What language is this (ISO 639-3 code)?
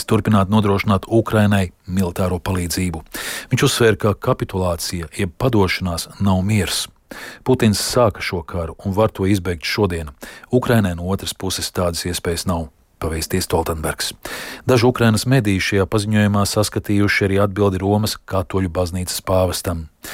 lav